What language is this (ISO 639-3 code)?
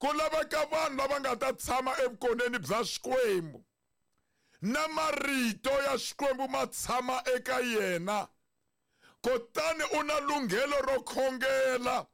tso